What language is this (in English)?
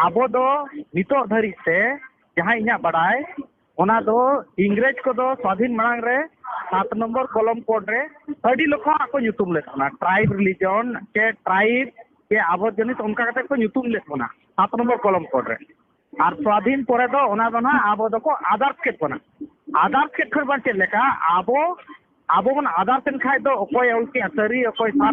Santali